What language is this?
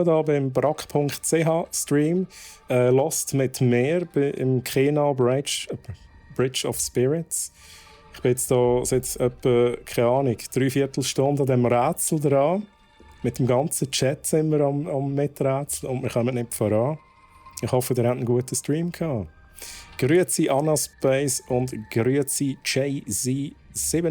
Swiss German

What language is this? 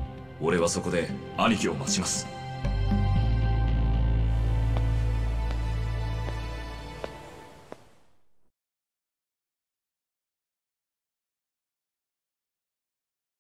Japanese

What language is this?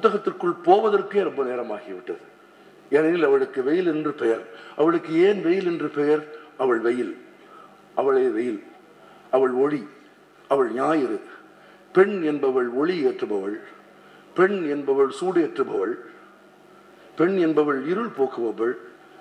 Tamil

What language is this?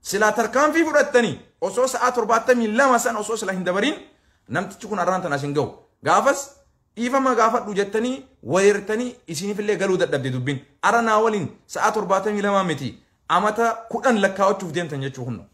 Oromo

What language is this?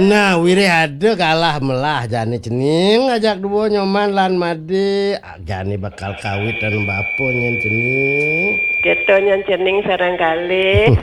Balinese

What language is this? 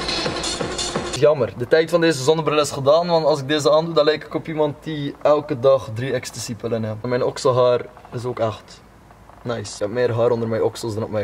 Dutch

